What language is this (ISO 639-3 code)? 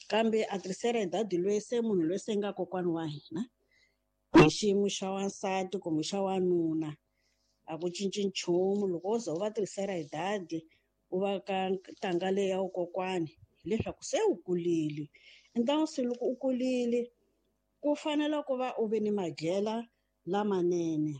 tso